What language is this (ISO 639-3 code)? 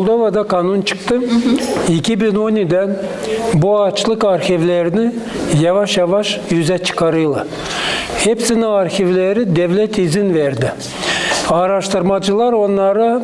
gag